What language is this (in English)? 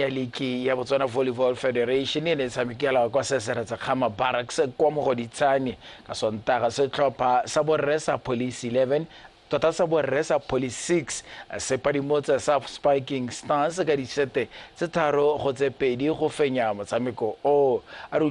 Tswana